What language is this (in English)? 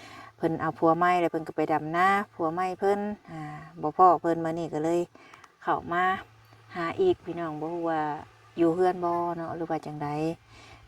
Lao